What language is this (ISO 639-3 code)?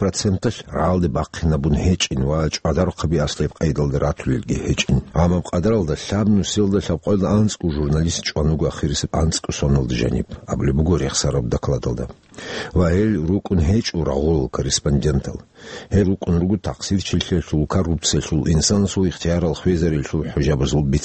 ava